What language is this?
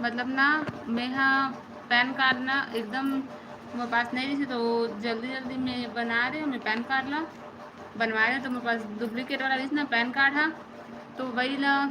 Chhattisgarhi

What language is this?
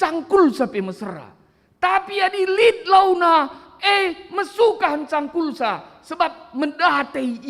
Batak Karo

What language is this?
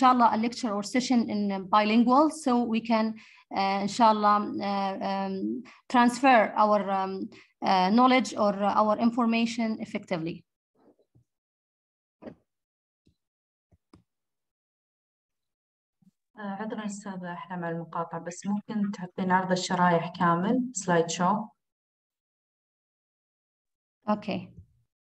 Arabic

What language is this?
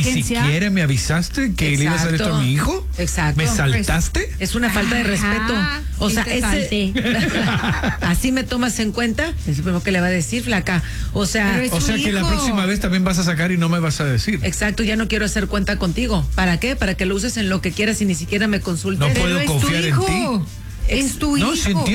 Spanish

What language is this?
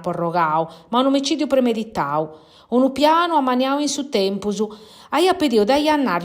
Sardinian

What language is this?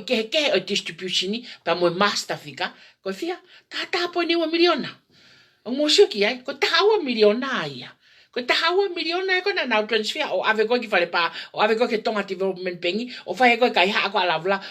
Tongan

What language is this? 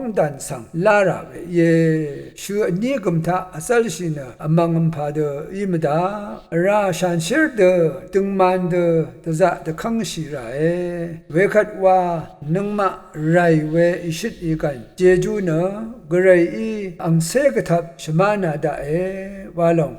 Rawang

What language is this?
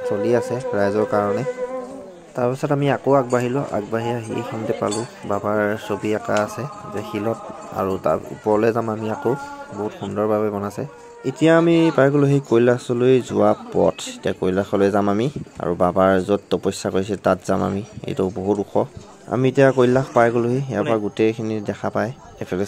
Assamese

